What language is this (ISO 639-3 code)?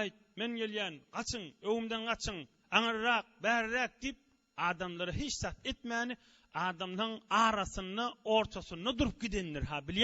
tuk